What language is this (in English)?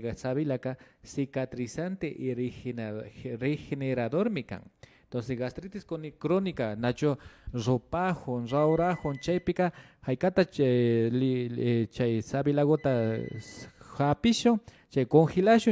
Imbabura Highland Quichua